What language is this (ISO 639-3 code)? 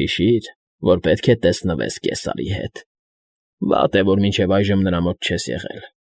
hye